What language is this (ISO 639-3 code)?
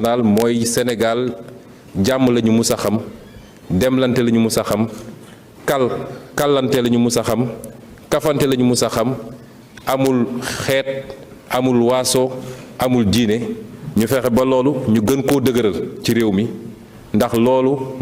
wol